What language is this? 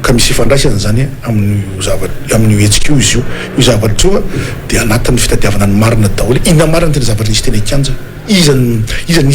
Malagasy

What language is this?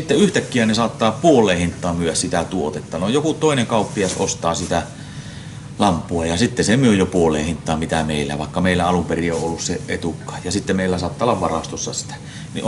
Finnish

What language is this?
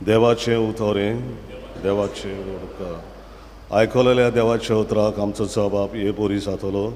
Konkani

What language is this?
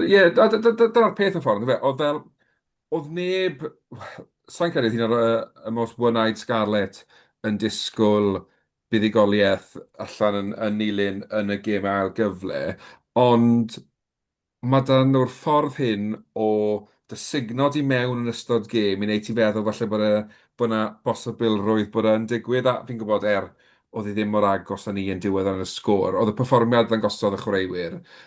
Welsh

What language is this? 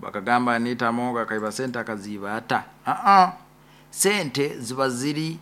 Nyoro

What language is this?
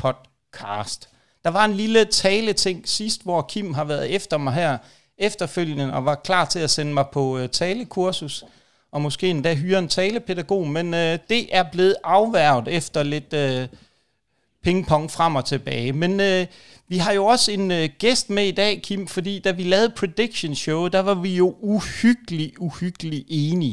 Danish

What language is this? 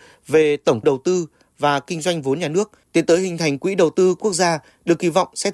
Vietnamese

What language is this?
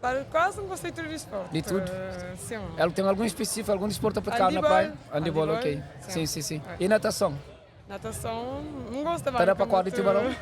Kabuverdianu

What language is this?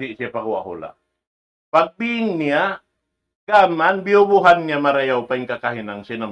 Tausug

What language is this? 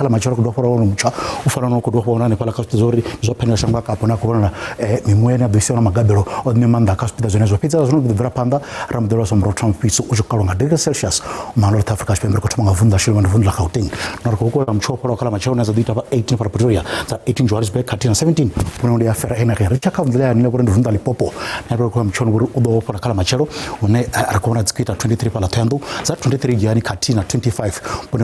Venda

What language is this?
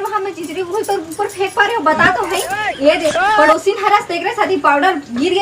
Chhattisgarhi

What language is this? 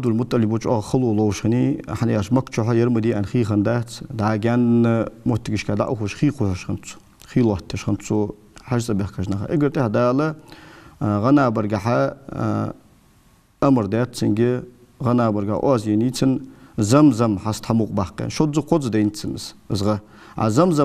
Ingush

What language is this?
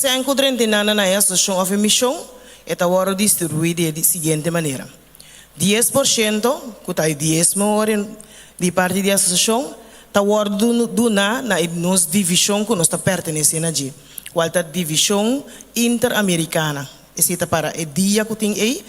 Papiamento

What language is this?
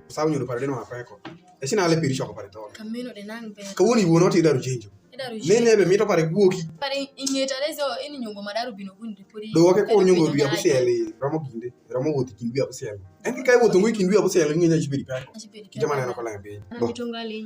Alur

